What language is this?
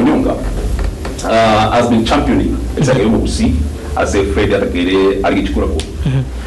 Gusii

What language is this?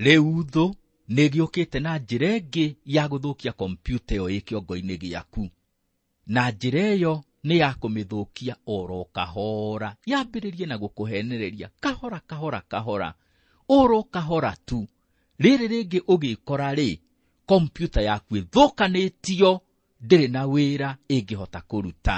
Kikuyu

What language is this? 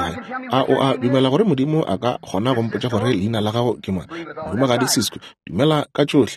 Northern Sotho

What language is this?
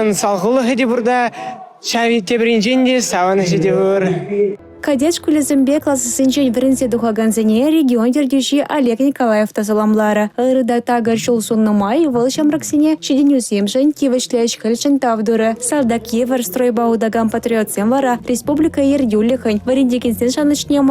Chuvash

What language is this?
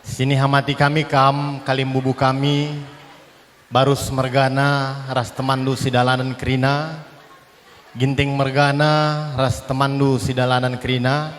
Batak Karo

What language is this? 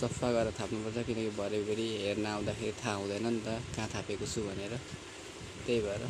Nepali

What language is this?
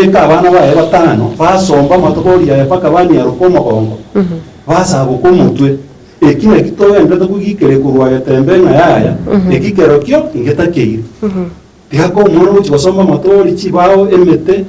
Gusii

